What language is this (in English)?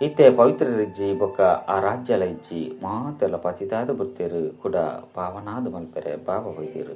Tulu